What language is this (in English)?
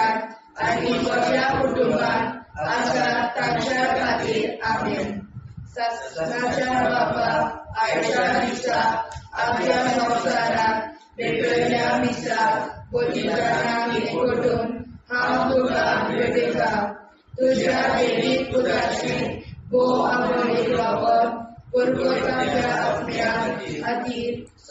Konkani